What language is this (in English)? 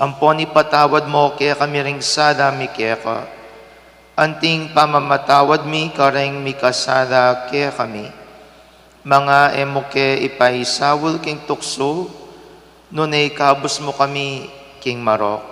Pampanga